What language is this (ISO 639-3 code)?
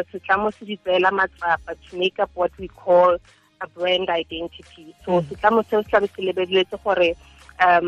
tsn